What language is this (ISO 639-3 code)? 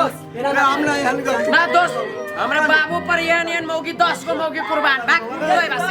mai